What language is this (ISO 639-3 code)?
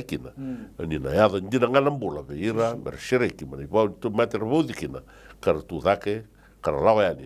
fij